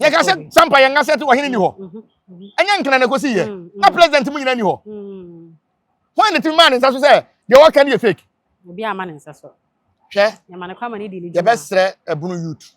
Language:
Akan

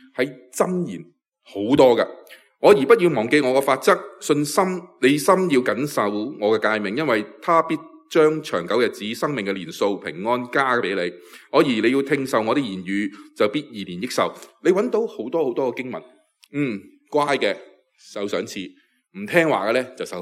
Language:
Cantonese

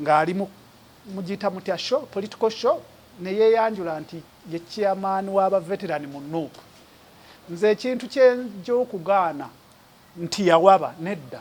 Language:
Ganda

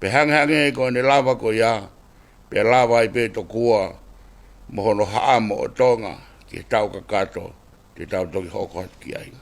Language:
Tongan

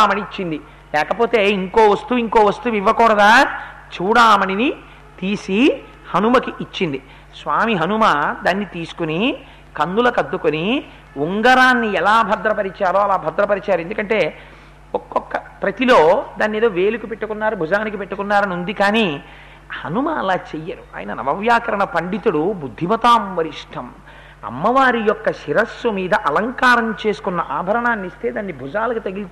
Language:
Telugu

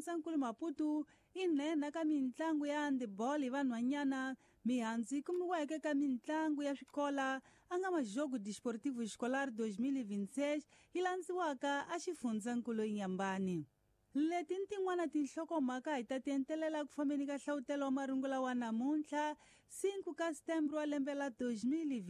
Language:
Tsonga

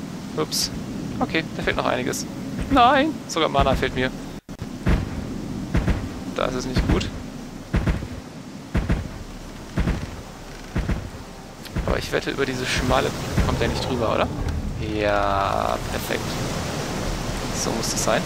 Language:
German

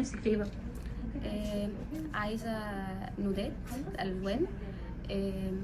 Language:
Egyptian Arabic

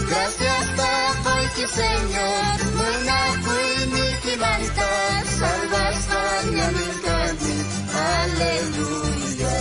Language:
South Bolivian Quechua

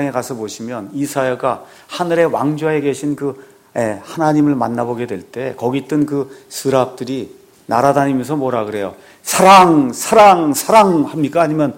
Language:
Korean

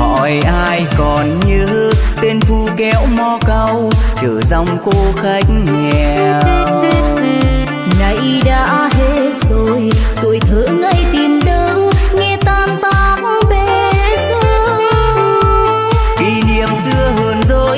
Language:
Vietnamese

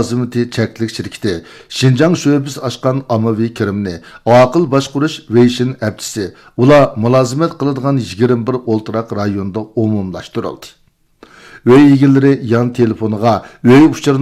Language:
Uyghur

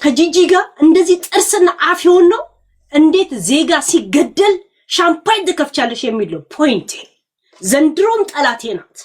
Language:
Amharic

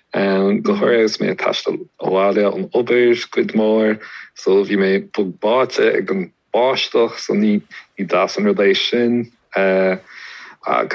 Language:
Irish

